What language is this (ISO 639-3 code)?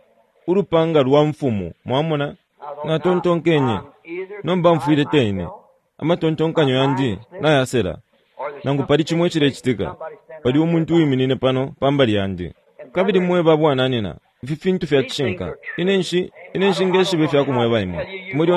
bem